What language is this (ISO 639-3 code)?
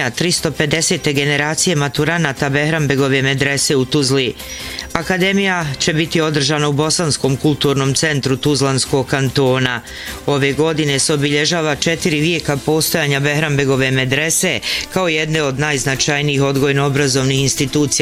bos